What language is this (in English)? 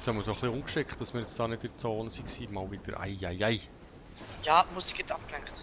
Swiss German